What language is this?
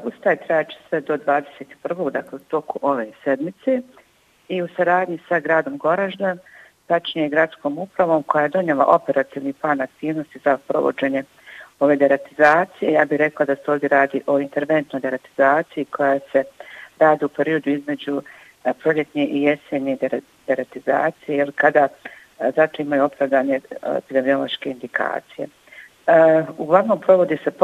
Bosnian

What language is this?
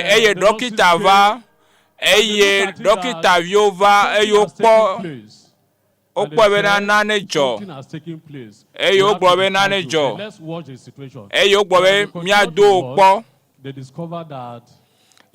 Ewe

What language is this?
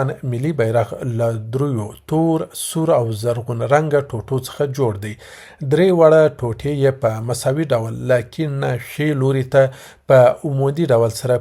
Pashto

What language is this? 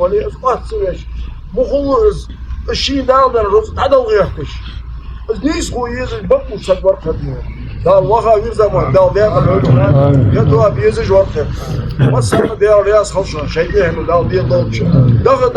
Ingush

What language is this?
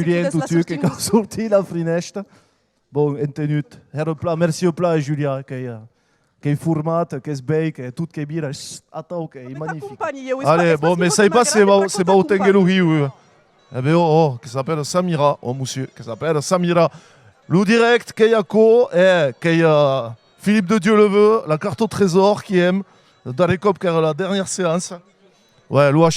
Occitan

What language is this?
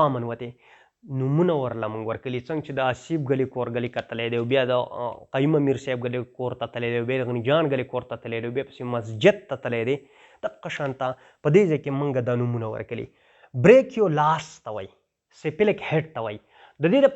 Pashto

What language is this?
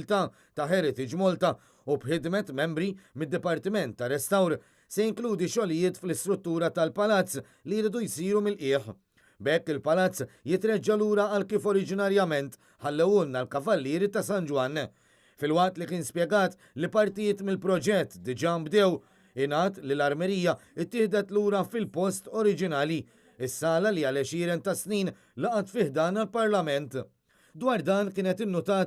Maltese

